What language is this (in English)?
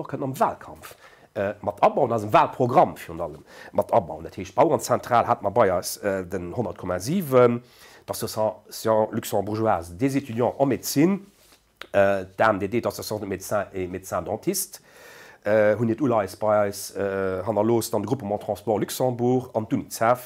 Luxembourgish